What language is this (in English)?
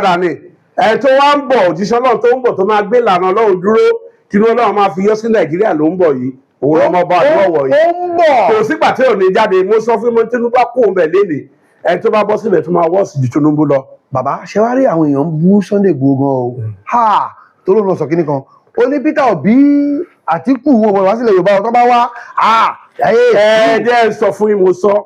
Yoruba